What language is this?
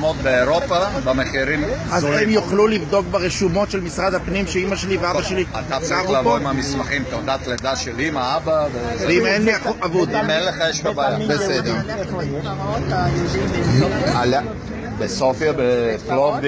Hebrew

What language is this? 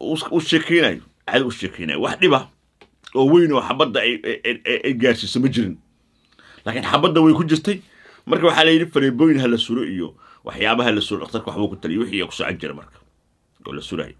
Somali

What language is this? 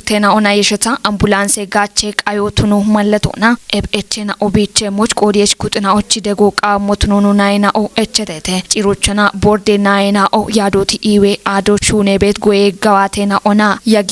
Kafa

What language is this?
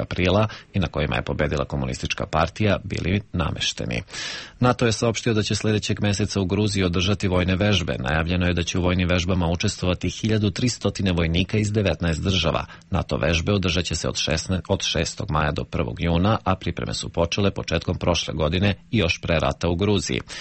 Serbian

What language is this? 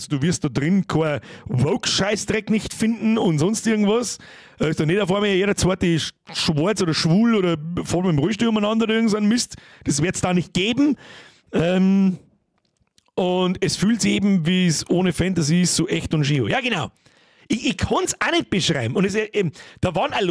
Bavarian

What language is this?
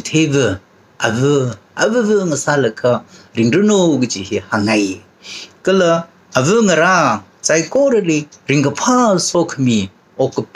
Tangkhul Naga (India)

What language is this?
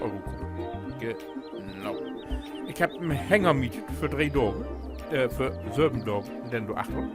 Low German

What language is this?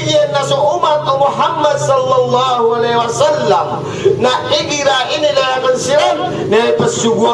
Maranao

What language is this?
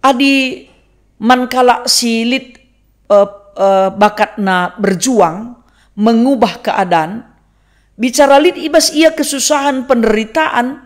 Batak Karo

